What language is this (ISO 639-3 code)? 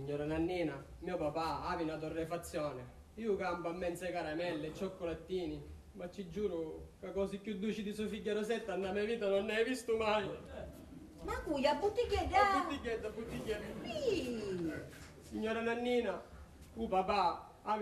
scn